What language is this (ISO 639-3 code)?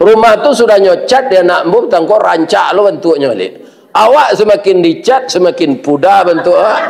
min